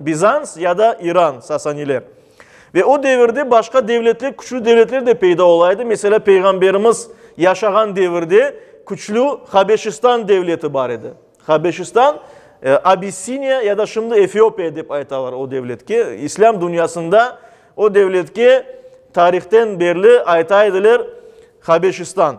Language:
Crimean Tatar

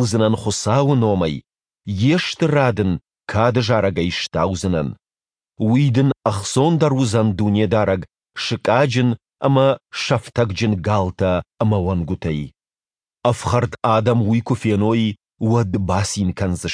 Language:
Ossetic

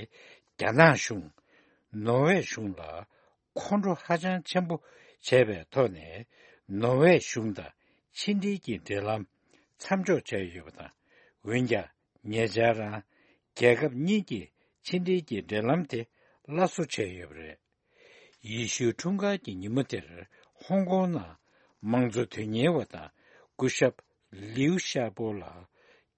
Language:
Tibetan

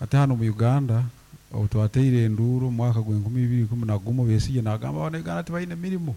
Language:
Nyankole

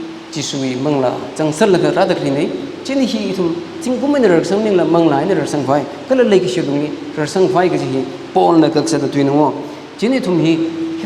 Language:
Tangkhul Naga (India)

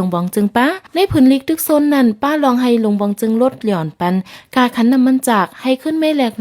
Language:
Shan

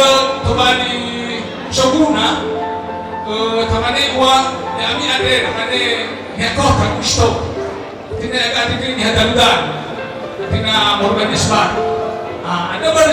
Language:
Nias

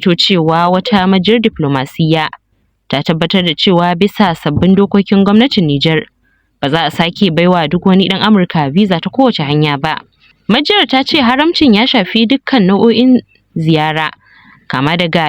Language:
Hausa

